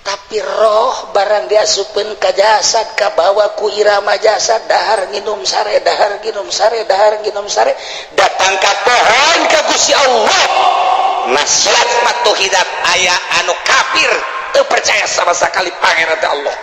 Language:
Sundanese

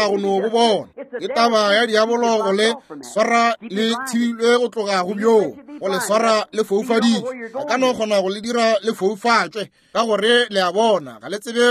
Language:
Northern Sotho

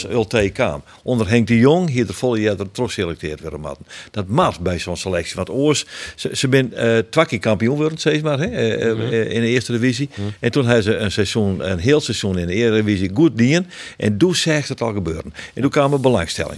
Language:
Western Frisian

